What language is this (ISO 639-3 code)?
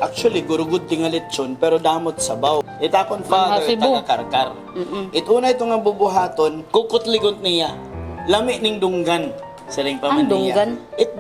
war